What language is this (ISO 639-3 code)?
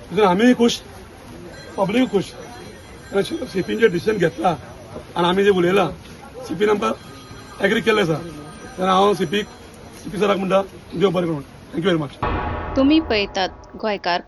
kok